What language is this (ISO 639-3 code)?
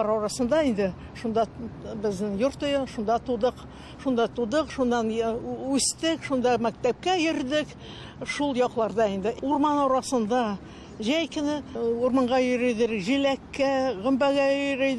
tat